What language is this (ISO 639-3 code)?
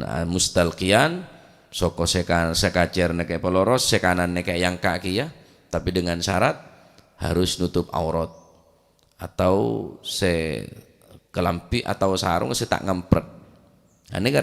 mad